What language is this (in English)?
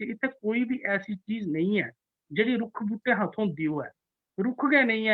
Dogri